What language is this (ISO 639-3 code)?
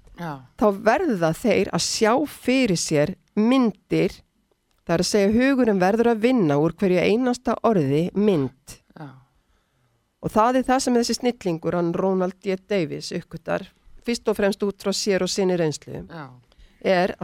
isl